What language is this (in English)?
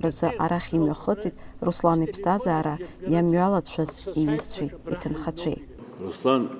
Abkhazian